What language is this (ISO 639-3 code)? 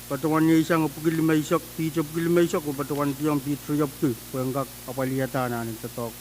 pon